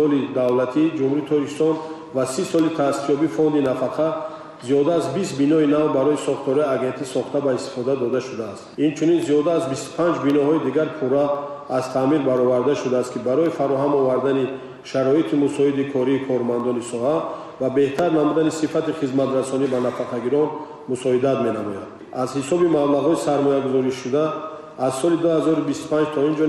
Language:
Tajik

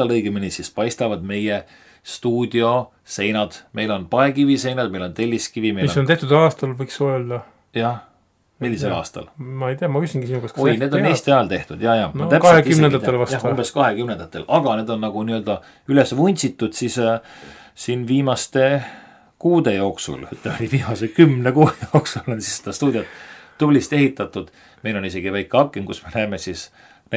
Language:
Estonian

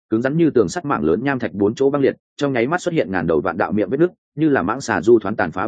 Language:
Vietnamese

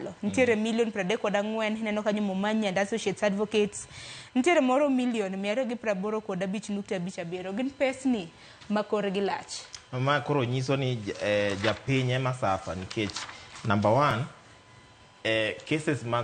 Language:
Luo (Kenya and Tanzania)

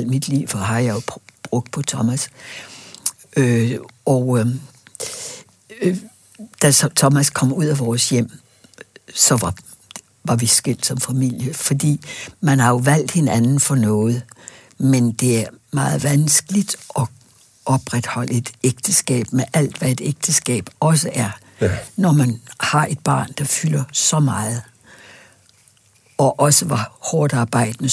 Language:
Danish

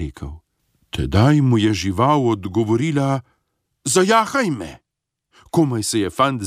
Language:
Slovenian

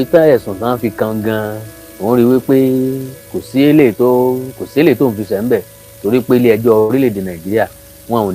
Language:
Yoruba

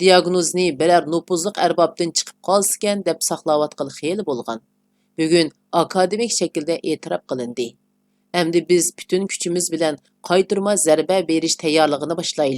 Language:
Uyghur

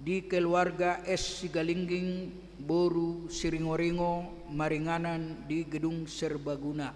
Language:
Batak Toba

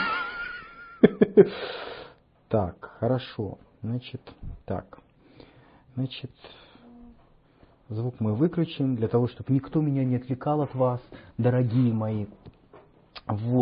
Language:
Russian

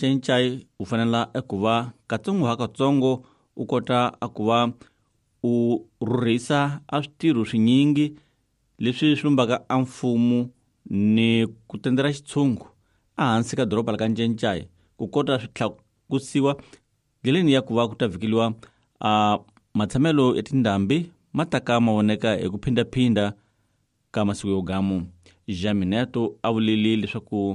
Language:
Tsonga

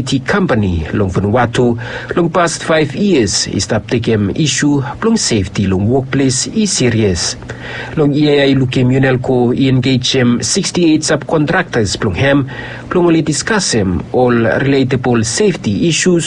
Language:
Bislama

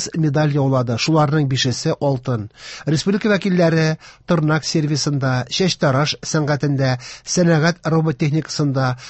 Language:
Tatar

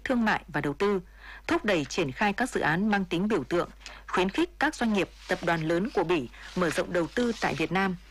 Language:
Vietnamese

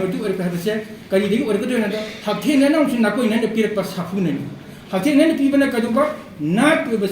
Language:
Manipuri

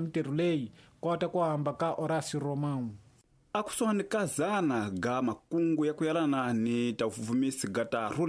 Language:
Tsonga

